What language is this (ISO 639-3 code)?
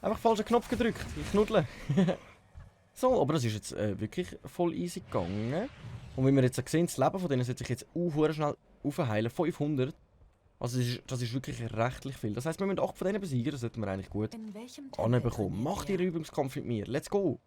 gsw